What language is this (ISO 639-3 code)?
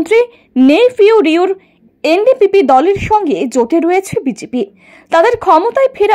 ben